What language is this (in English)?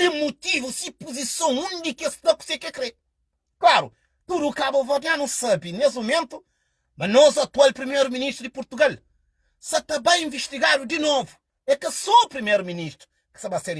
Kabuverdianu